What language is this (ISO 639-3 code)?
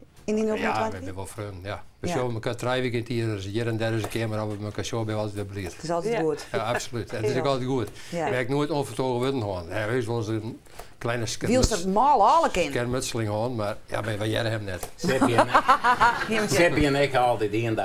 fry